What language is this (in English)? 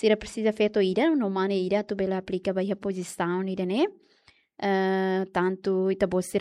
Tetum